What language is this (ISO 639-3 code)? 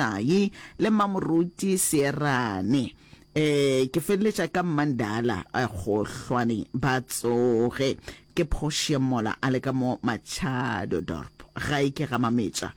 nso